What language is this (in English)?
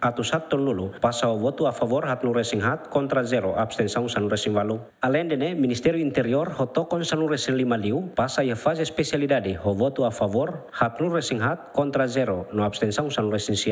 Tetum